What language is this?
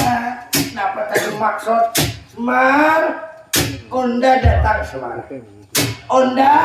Banjar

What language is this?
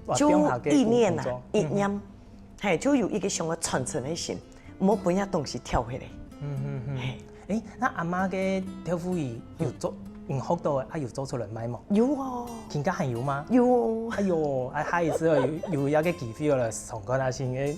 Hakka Chinese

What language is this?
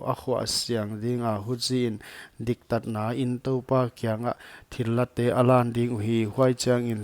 Paite Chin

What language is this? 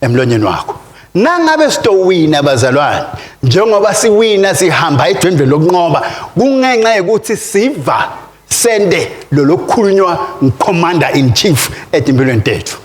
Swati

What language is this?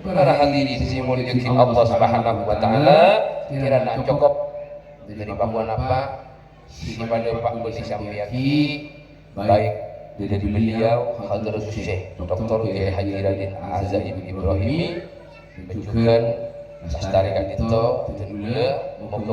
Madurese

